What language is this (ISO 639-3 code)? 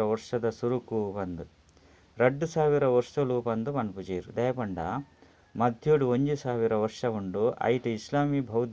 tcy